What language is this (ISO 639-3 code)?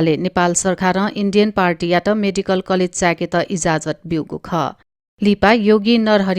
new